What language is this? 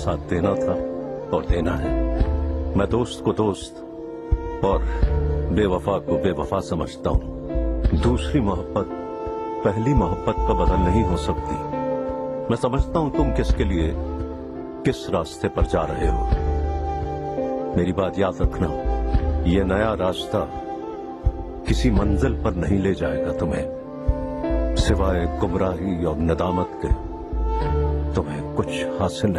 Urdu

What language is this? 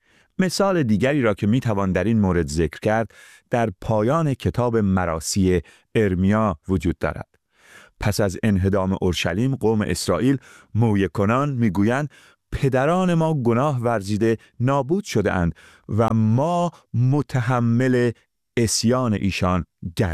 Persian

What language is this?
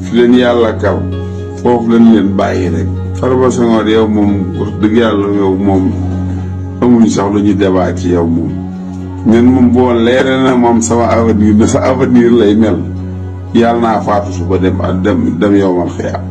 Wolof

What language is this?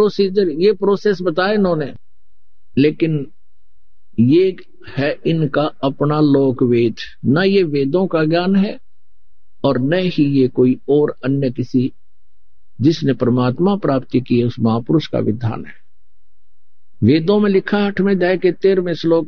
Hindi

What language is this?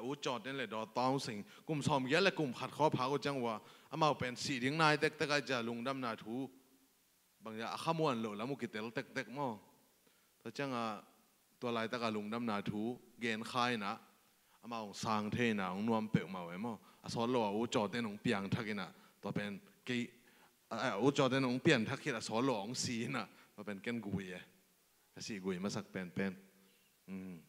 Tedim Chin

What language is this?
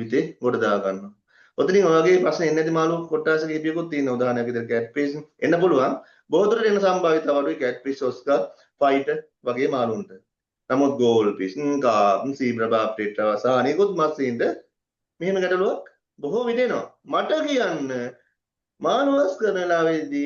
Sinhala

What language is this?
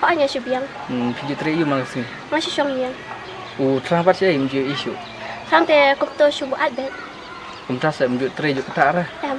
Khasi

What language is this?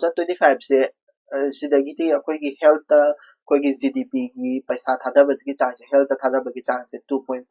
Manipuri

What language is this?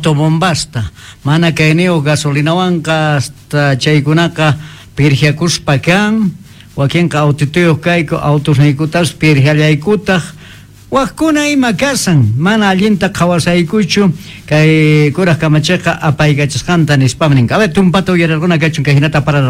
South Bolivian Quechua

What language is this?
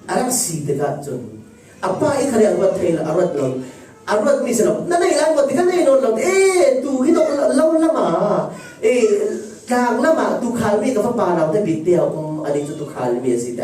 Falam Chin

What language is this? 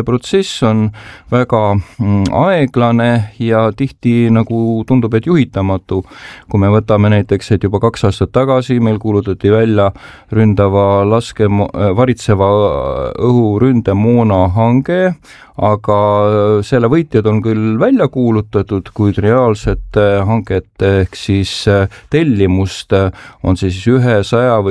Estonian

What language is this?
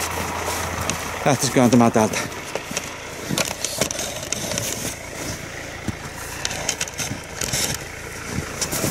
Finnish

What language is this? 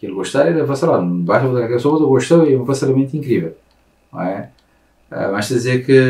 Kabuverdianu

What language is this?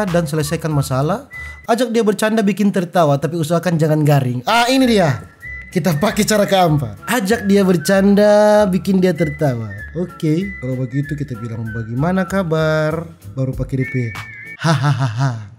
Manado Malay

